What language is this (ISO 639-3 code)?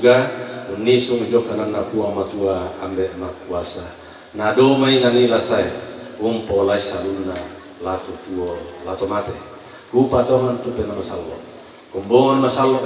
sda